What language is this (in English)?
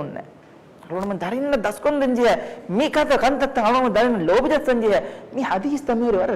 Divehi